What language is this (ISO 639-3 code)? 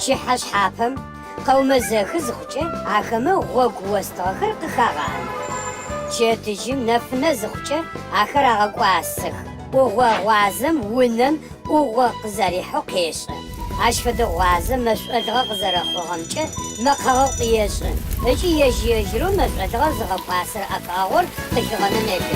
ady